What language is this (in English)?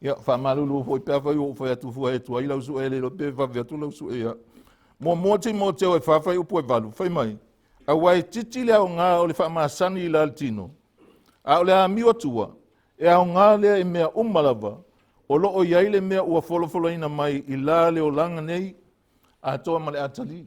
Samoan